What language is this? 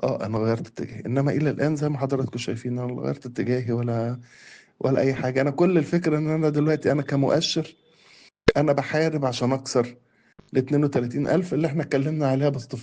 Egyptian Arabic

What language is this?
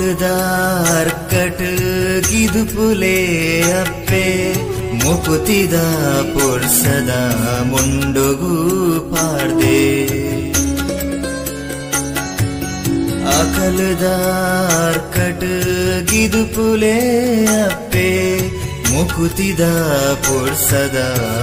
Tulu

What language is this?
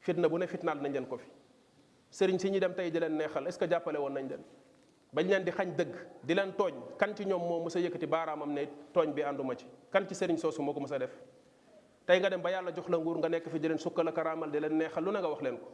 Wolof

